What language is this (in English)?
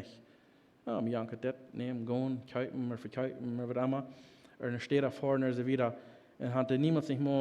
Plautdietsch